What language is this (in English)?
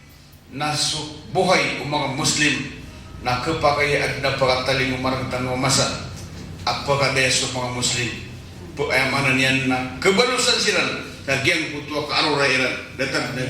Maranao